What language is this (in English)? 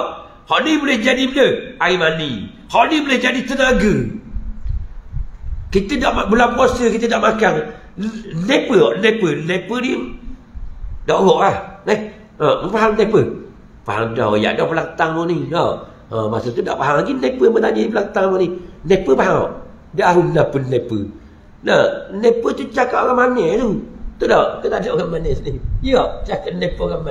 Malay